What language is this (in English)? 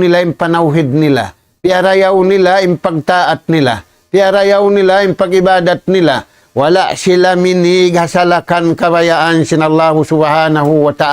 Tausug